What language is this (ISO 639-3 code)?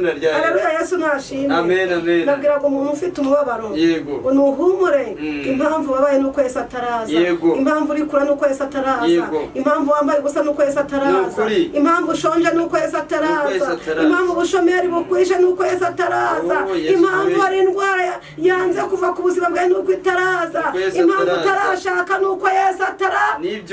kin